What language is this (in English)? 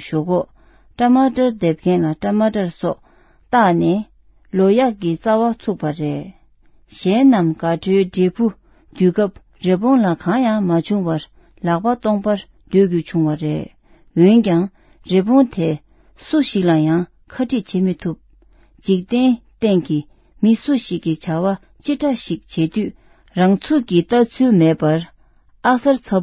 Tibetan